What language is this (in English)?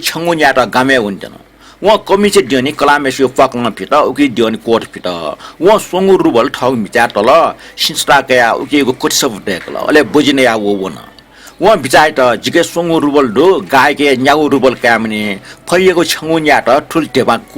Newari